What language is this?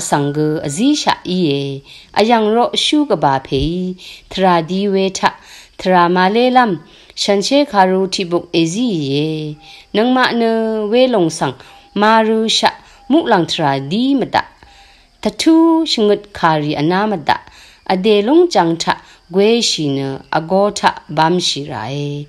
Rawang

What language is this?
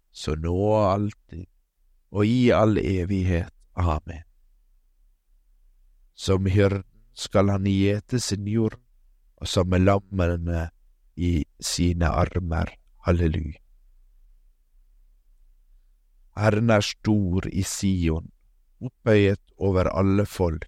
Norwegian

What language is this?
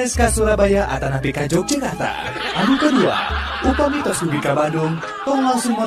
Sundanese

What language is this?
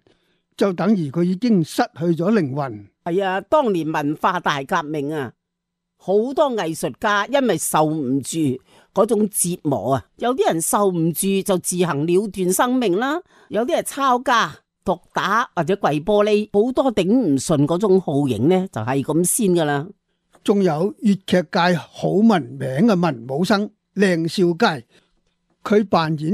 Cantonese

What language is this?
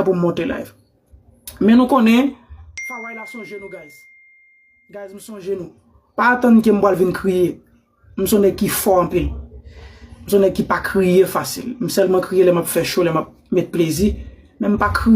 Haitian Creole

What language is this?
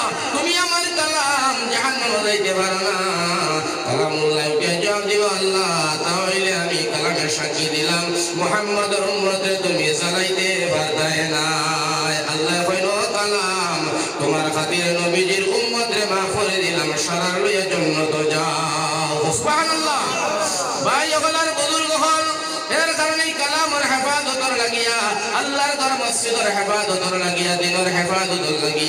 Sylheti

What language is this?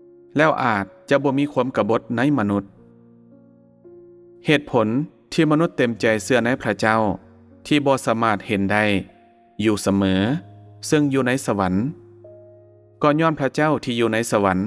Lao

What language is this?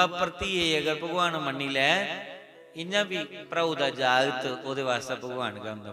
Dogri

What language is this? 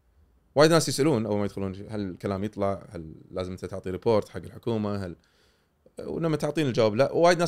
Gulf Arabic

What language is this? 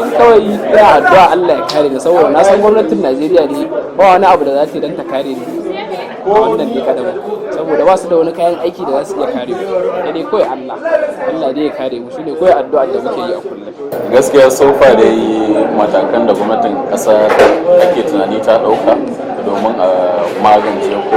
Hausa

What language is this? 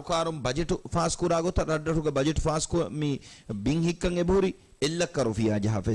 Divehi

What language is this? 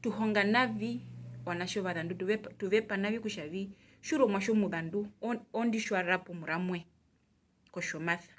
Herero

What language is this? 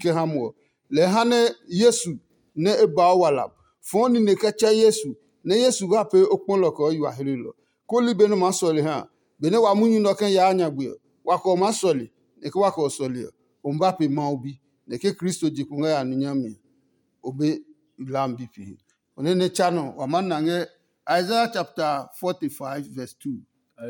Adangme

